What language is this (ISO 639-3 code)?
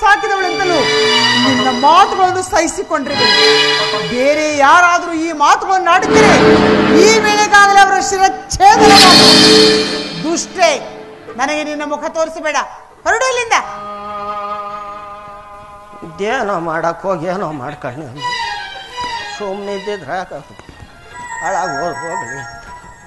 kan